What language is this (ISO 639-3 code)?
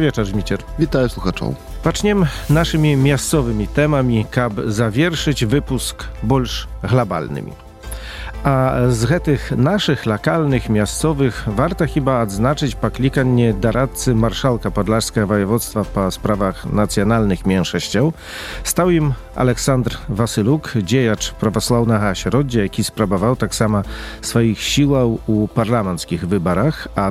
bel